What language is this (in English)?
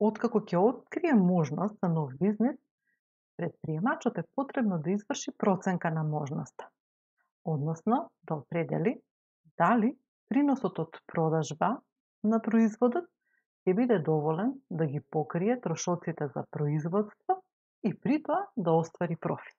Macedonian